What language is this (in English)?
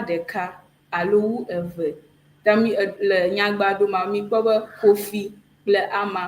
Ewe